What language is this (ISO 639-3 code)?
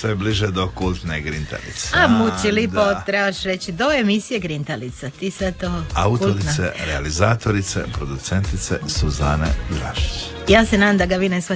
hrv